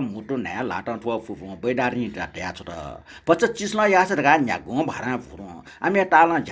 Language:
Newari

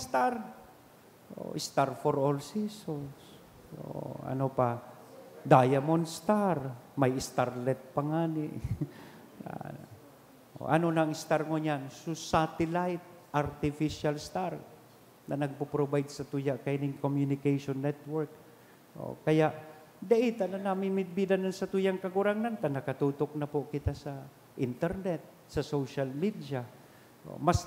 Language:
Bikol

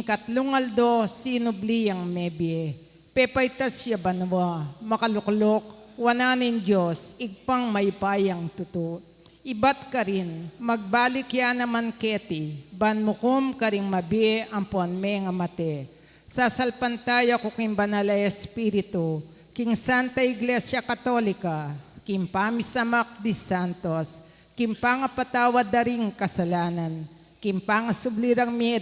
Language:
Pampanga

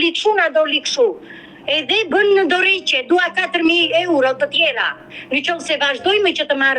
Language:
Albanian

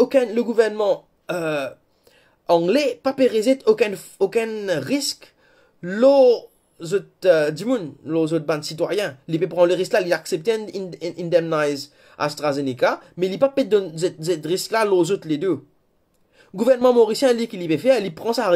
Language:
Morisyen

